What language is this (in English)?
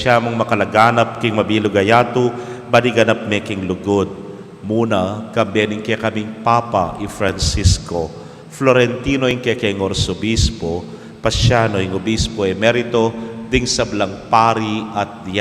Pampanga